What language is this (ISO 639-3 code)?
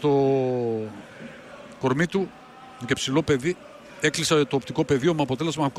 ell